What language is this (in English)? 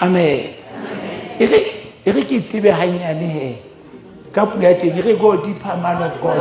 Southern Sotho